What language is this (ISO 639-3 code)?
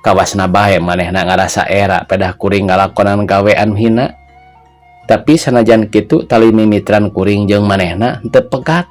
sun